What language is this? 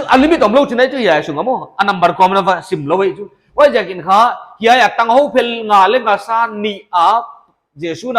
Paite Chin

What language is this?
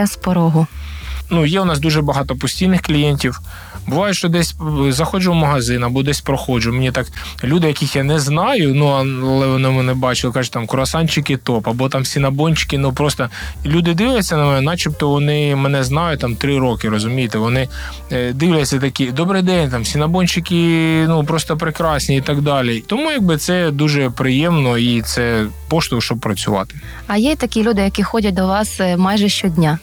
Ukrainian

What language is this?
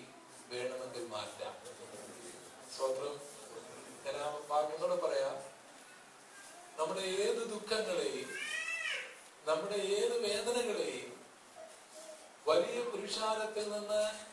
Malayalam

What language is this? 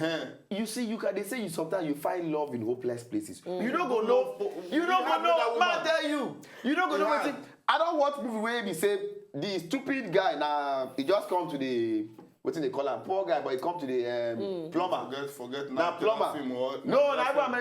Nigerian Pidgin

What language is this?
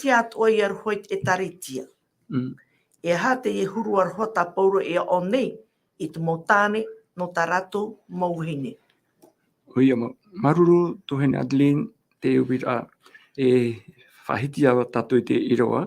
Tahitian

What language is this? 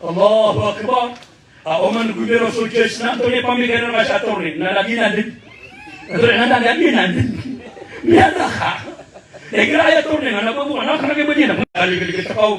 Maranao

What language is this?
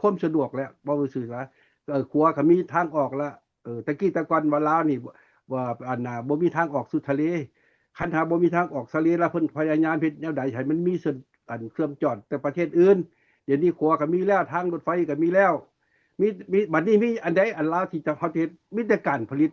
Lao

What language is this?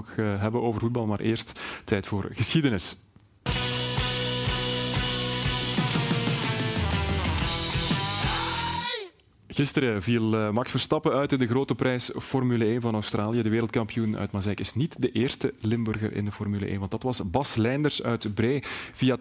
Dutch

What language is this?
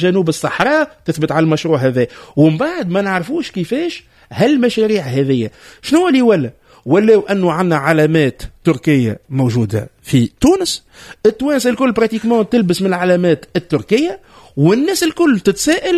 Tunisian Arabic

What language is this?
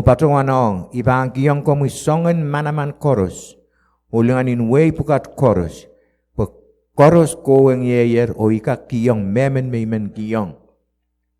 Pohnpeian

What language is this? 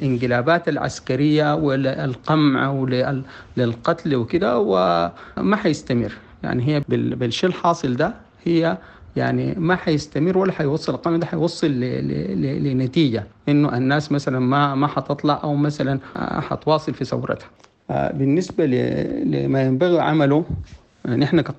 Sudanese Arabic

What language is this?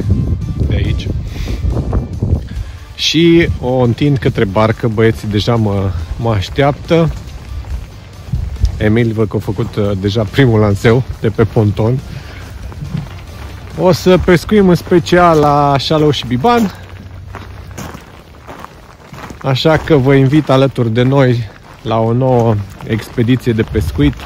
Romanian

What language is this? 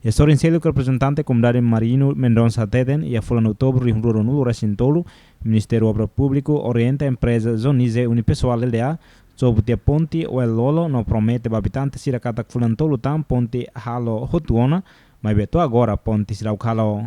Tetum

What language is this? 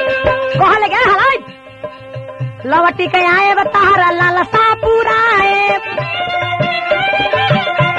Bhojpuri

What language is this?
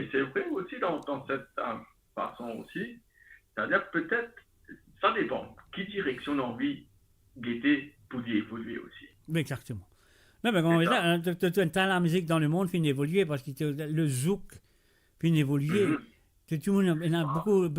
Morisyen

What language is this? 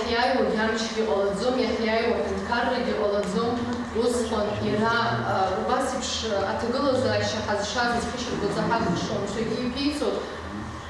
Abkhazian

